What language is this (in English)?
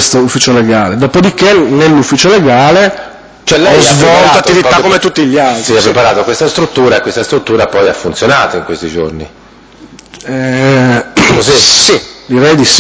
Italian